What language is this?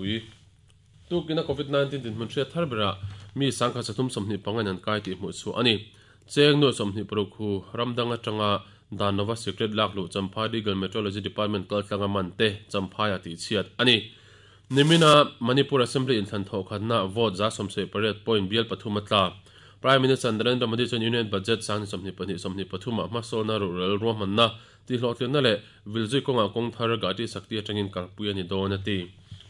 Mizo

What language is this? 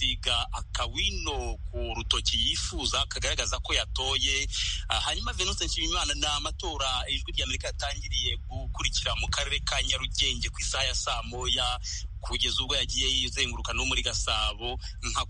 Kinyarwanda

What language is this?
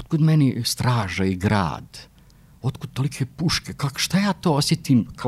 Croatian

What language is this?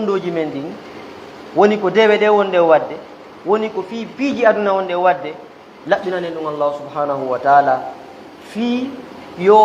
Fula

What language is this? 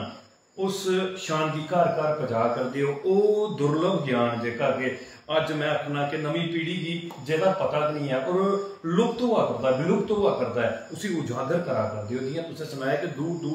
Dogri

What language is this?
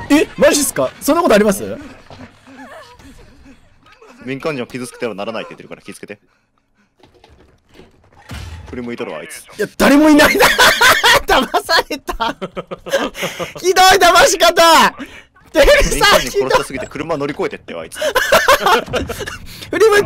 Japanese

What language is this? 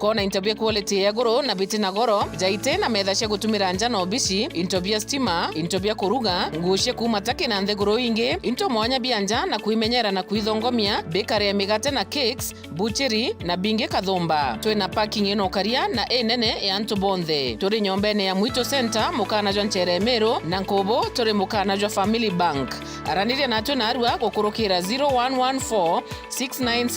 Meru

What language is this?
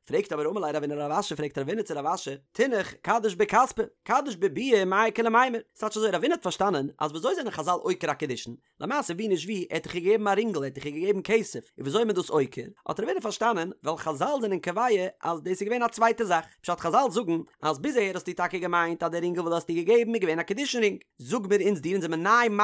Yiddish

